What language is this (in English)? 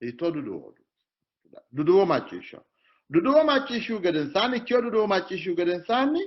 Sidamo